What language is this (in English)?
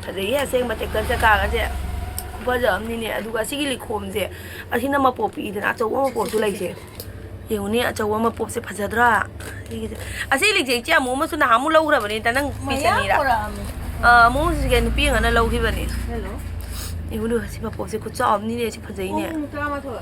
Manipuri